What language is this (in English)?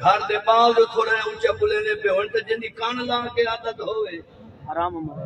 Saraiki